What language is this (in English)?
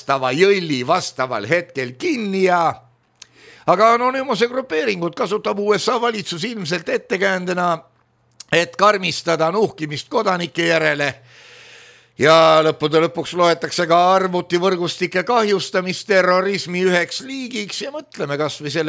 Estonian